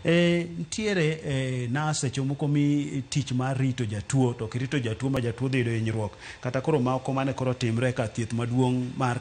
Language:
Luo (Kenya and Tanzania)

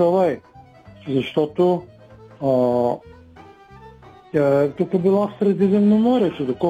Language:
Bulgarian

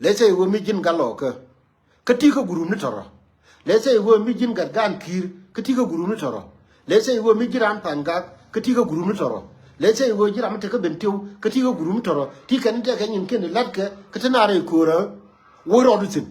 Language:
Nuer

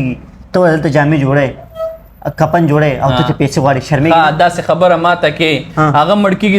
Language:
Pashto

